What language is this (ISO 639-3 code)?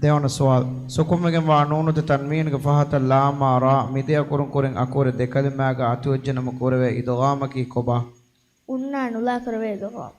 div